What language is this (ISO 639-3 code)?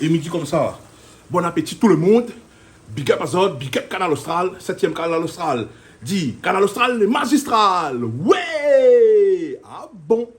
rcf